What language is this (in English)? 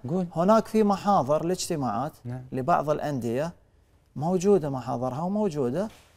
Arabic